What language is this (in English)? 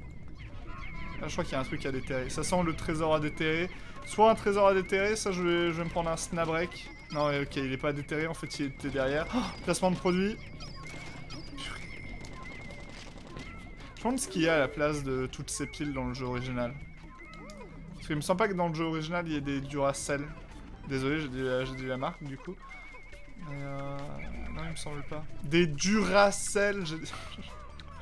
French